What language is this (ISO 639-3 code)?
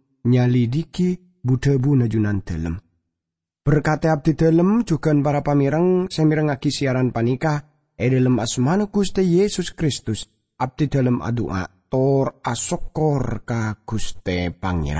mad